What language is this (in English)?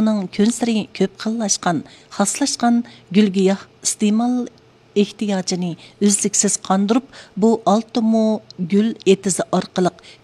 Uyghur